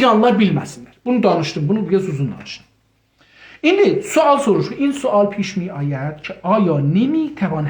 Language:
South Azerbaijani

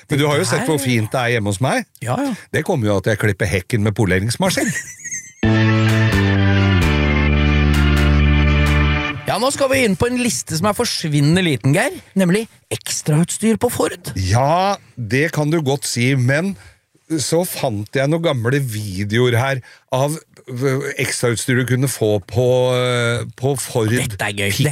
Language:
Norwegian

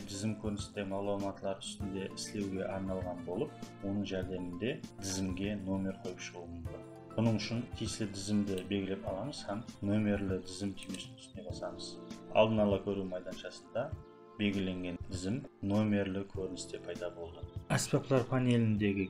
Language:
Kara-Kalpak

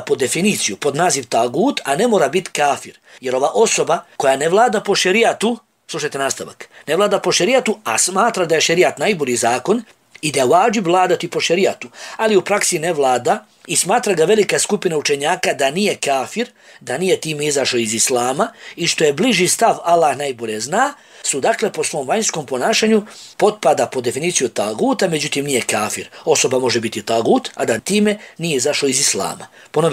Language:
Bosnian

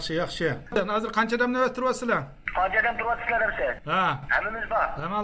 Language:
Uyghur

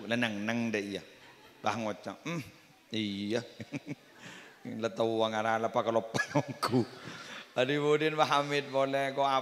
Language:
Madurese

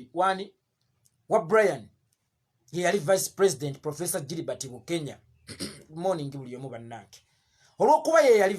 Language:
Ganda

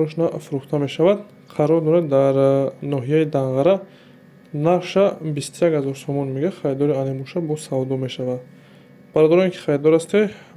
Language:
Tajik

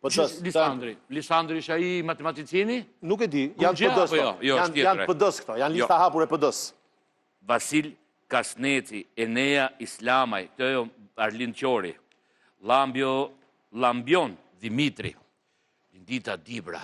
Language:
Albanian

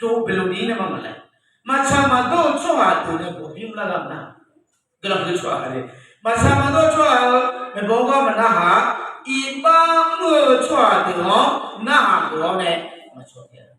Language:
Akha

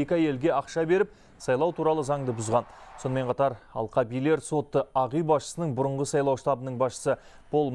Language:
Kazakh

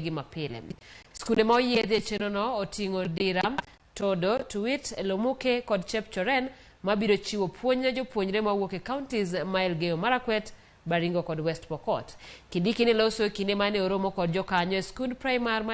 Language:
Luo (Kenya and Tanzania)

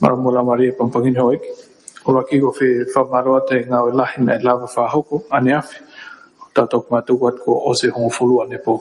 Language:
Tongan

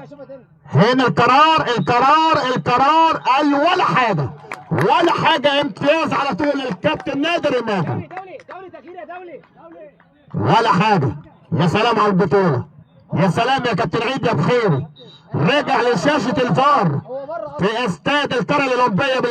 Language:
Egyptian Arabic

